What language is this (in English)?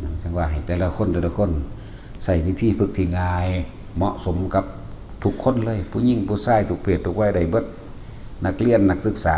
Northeastern Thai